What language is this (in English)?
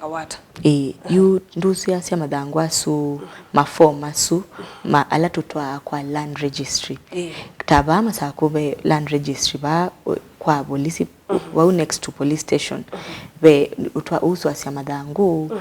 Kamba